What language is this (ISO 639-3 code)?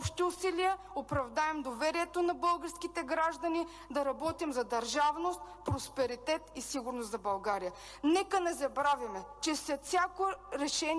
bul